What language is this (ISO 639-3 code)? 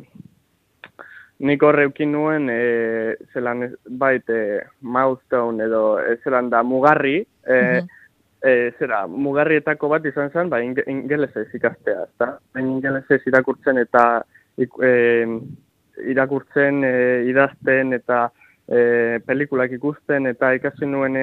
eus